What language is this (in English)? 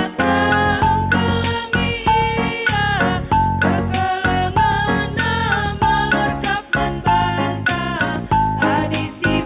Batak Karo